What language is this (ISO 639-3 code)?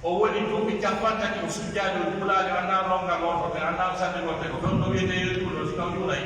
fuf